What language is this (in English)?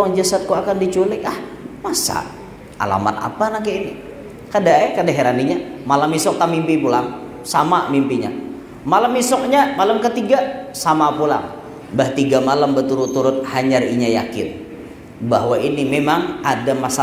Banjar